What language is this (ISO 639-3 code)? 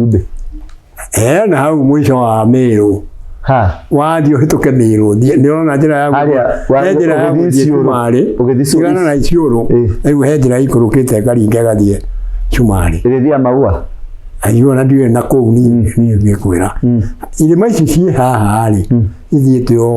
kik